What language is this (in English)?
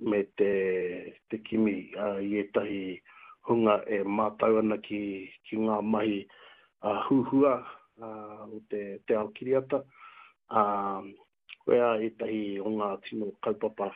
Māori